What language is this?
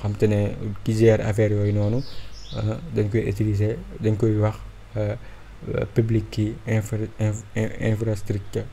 Wolof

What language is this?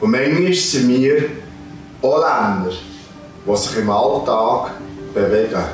Swiss German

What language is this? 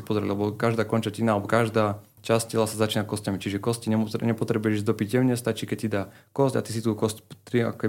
Slovak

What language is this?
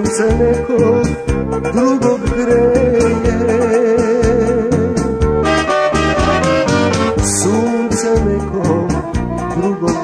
Serbian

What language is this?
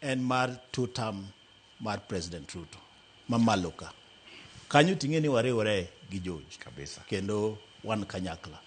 Luo (Kenya and Tanzania)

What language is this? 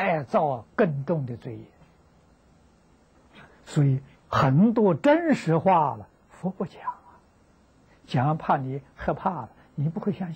Chinese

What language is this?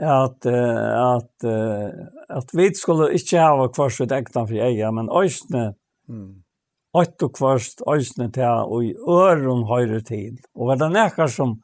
Faroese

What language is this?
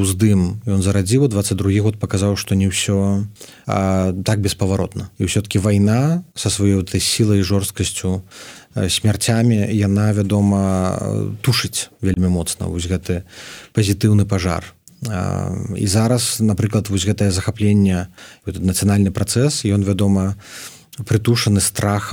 Belarusian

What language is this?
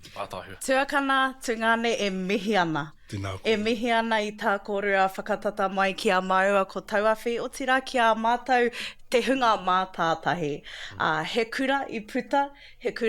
Māori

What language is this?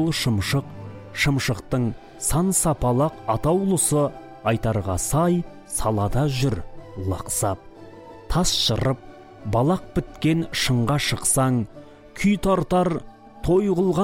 Kazakh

